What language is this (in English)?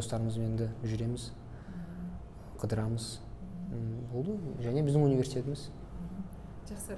Kazakh